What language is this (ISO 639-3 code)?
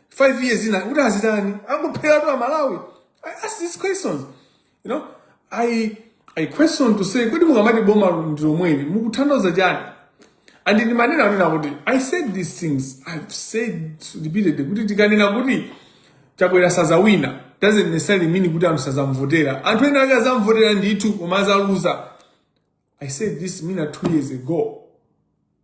nya